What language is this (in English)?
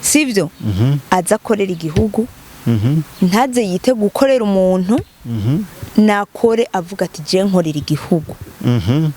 Rundi